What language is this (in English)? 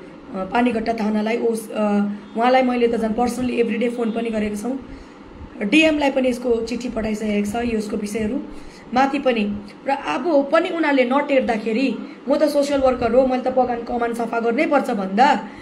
Nepali